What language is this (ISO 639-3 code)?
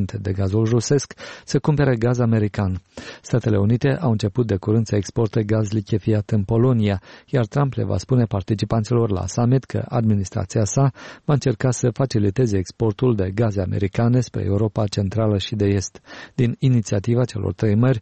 ron